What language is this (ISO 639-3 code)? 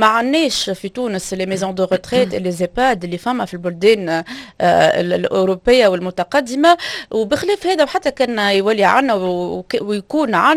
aeb